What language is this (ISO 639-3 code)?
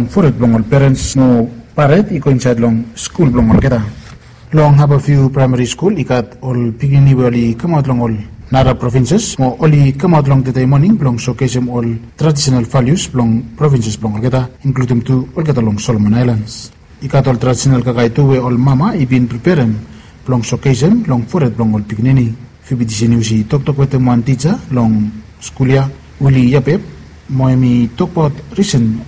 bis